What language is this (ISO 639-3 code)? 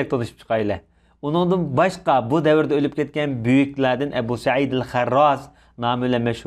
uig